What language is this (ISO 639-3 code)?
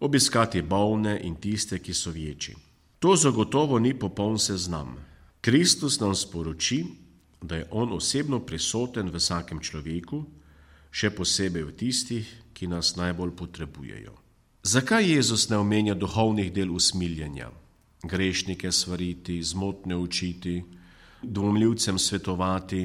slv